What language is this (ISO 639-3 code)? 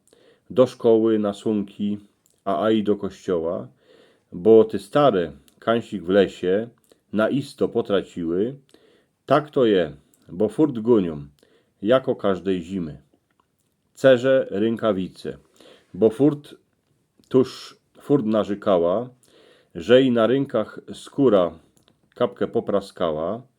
szl